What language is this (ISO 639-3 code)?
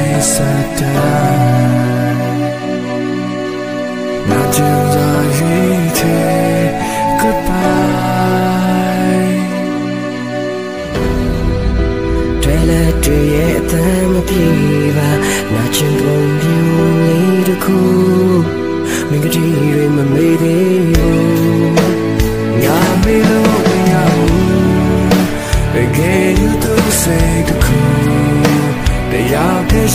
mya